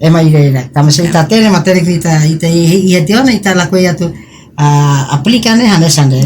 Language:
Tetum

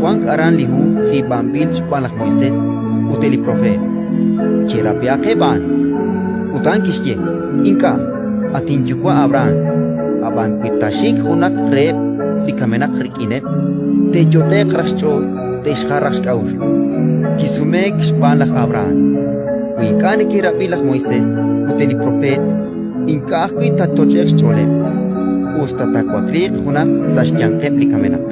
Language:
Kekchí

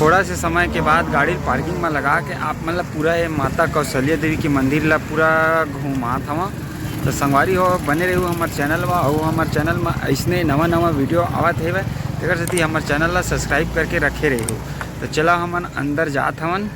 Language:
Chhattisgarhi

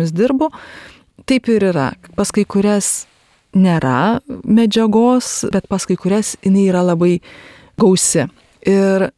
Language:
Lithuanian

